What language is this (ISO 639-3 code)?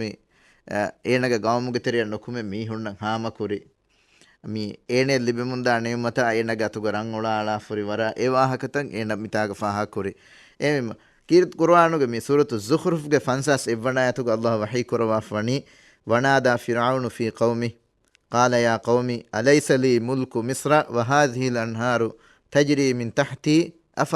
div